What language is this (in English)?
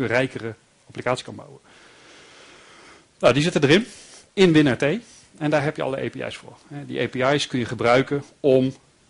Dutch